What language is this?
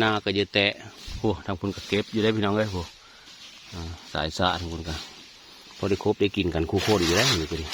Northeastern Thai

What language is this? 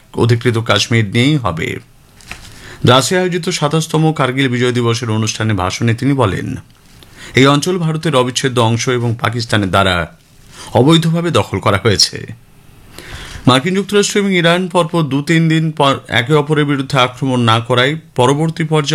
Bangla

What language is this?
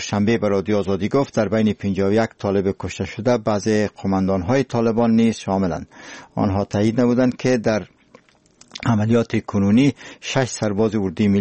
Persian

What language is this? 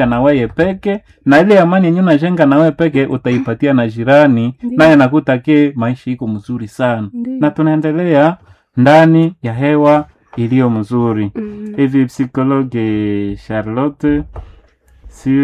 Swahili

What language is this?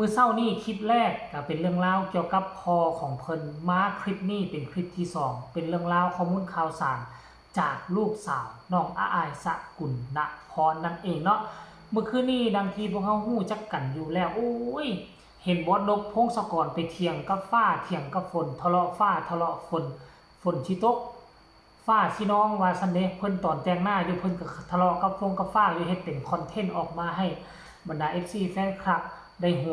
Northeastern Thai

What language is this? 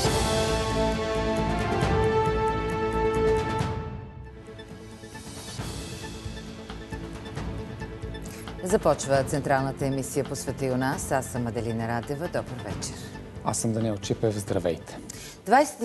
Bulgarian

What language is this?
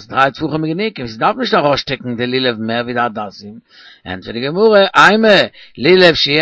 Yiddish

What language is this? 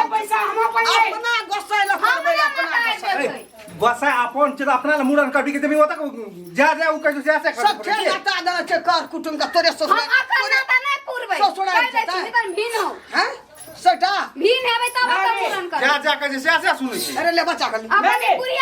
Maithili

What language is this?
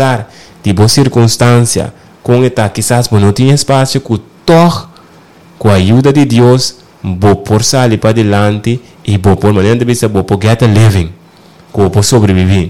Papiamento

